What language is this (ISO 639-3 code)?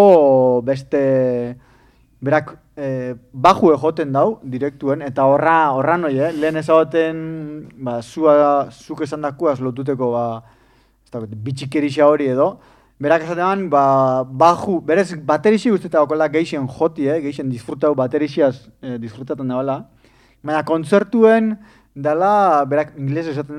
eus